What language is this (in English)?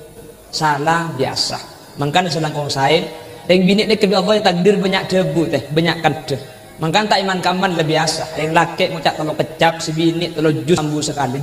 Madurese